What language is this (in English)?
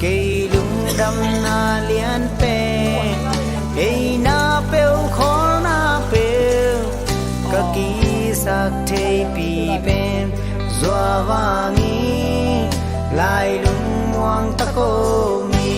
Tedim Chin